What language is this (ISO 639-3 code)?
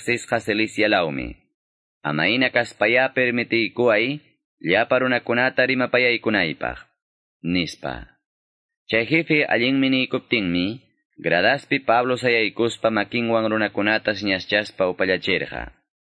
quy